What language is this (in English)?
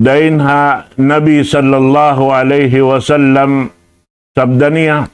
Tausug